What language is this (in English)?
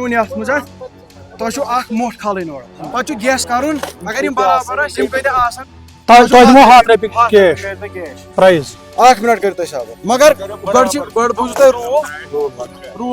Kashmiri